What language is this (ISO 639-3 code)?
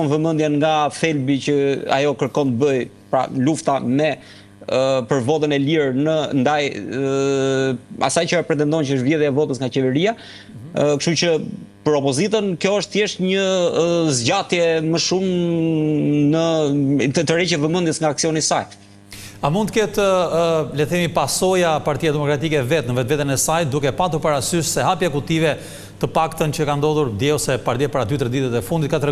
sqi